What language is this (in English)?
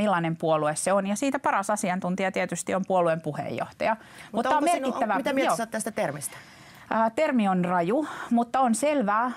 Finnish